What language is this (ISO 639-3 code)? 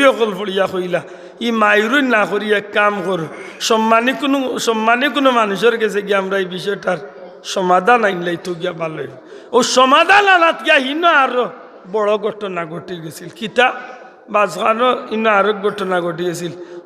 syl